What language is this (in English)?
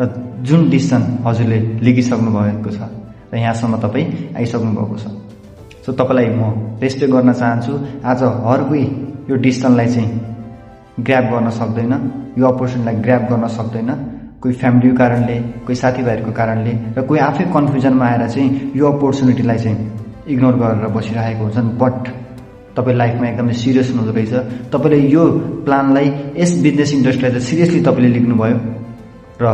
Nepali